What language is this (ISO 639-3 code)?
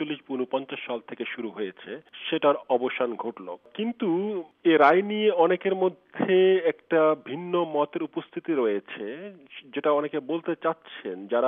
ben